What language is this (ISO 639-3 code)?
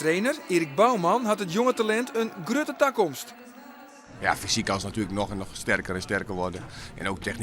fry